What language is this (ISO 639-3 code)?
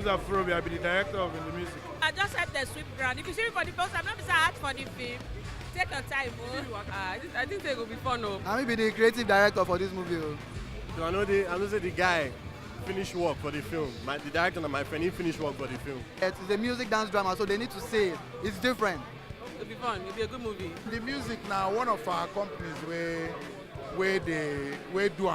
pcm